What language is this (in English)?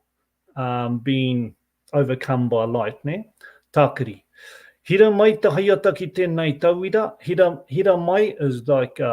Māori